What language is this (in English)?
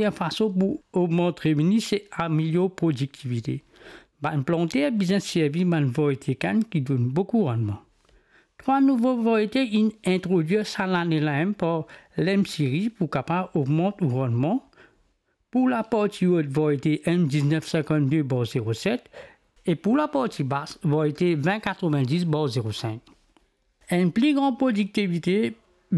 Morisyen